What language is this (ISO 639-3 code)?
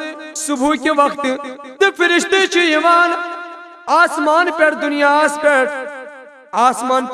kas